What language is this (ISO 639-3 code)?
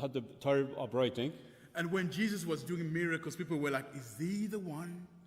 fao